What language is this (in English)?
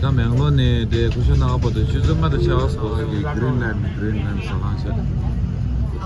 Tibetan